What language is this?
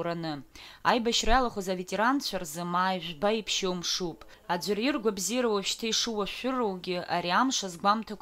Abkhazian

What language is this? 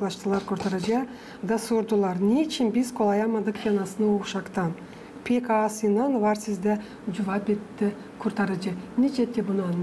Gagauz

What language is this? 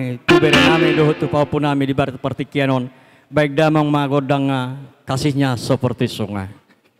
Batak Toba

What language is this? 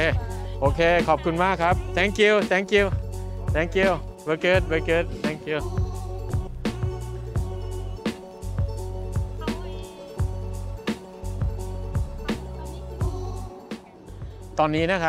Thai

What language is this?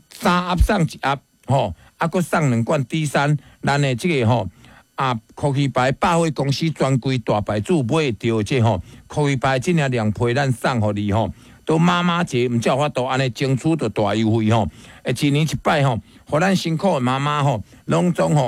Min Nan Chinese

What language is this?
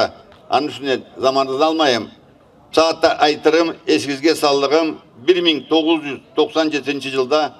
Karachay-Balkar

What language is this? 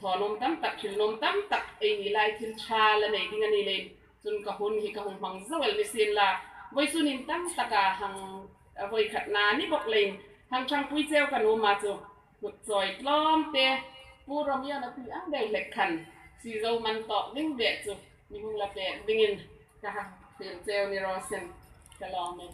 Hmar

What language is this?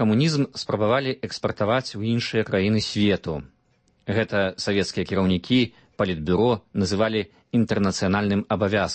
Belarusian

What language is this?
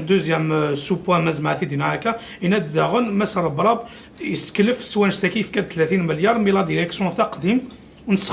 Kabyle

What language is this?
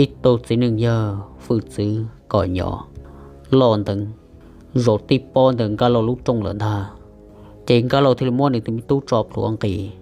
Hmong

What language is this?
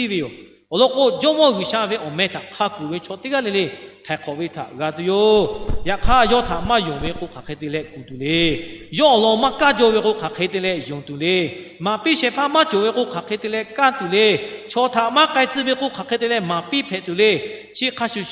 Lahu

